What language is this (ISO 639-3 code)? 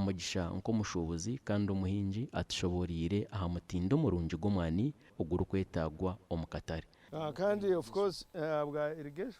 nyn